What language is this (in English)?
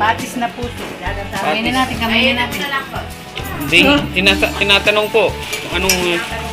Filipino